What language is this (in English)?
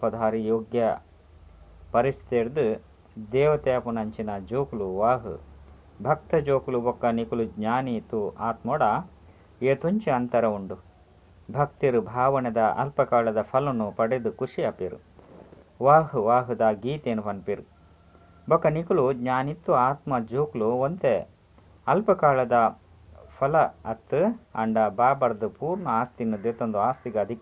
Tulu